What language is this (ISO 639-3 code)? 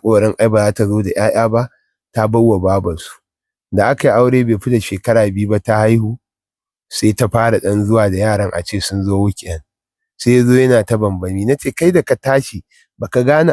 hau